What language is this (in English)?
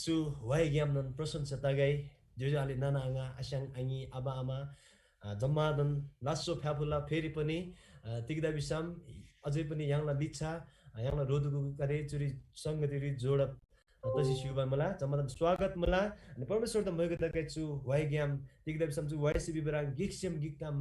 Eastern Tamang